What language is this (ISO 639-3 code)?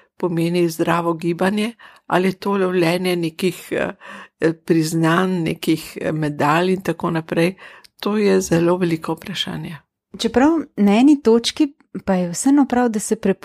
slv